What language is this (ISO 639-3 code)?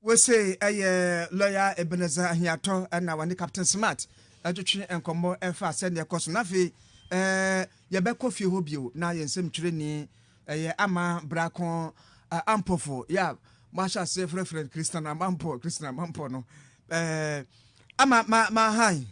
aka